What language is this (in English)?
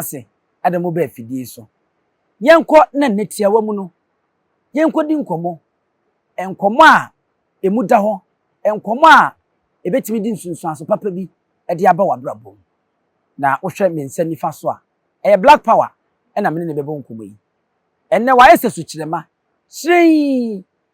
Akan